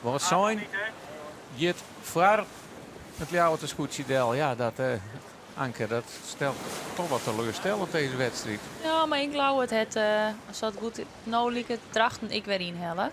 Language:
Western Frisian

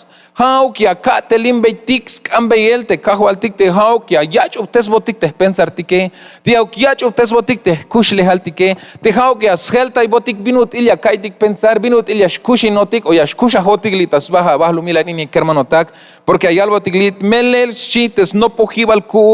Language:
Tzeltal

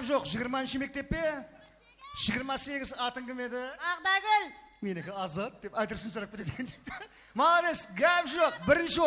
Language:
Kara-Kalpak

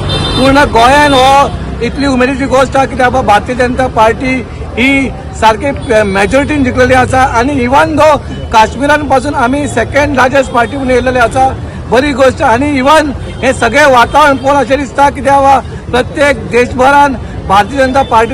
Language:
Konkani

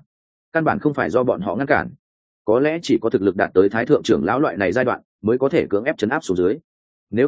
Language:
Vietnamese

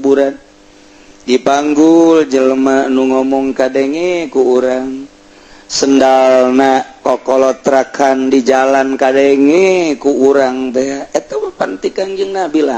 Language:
Sundanese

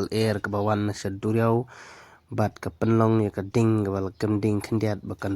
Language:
Khasi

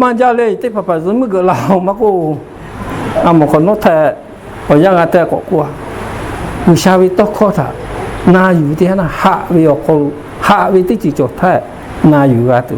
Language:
Lahu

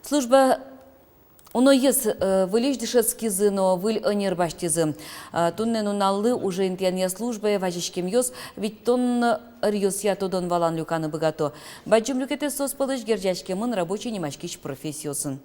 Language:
Udmurt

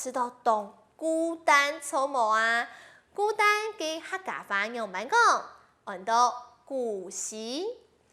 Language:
Hakka Chinese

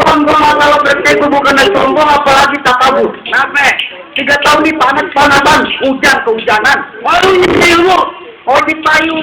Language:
Betawi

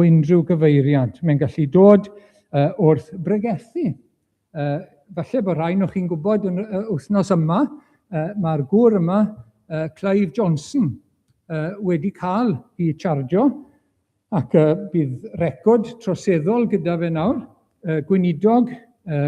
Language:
Welsh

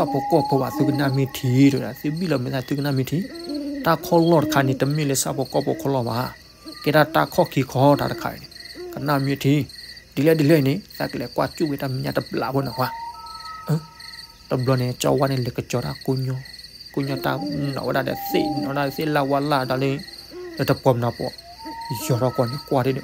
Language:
S'gaw Karen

